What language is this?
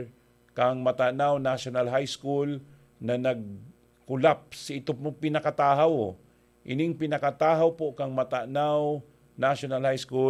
Bikol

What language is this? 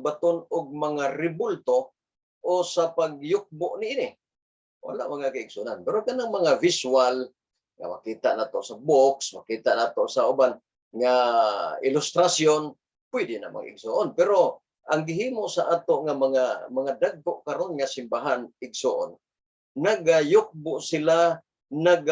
Cebuano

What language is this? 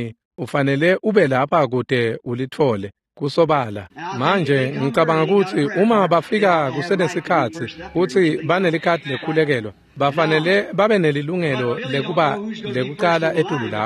Swati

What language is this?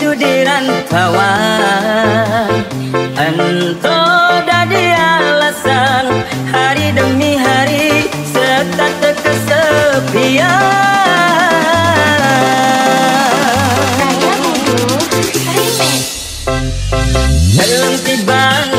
Balinese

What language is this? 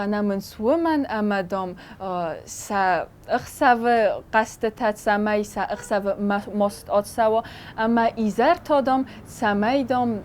Ossetic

